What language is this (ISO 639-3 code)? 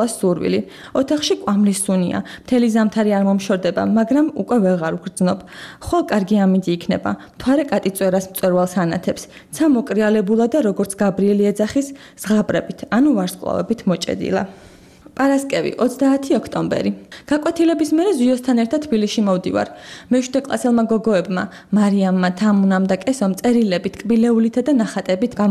kat